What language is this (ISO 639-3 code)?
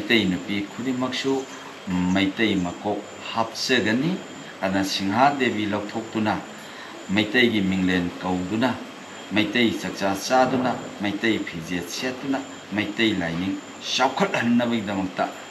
mni